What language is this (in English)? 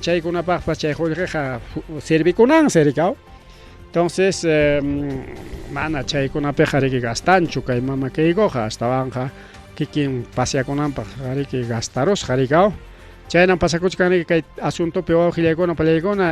Ayacucho Quechua